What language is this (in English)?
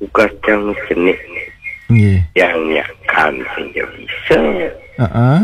Balinese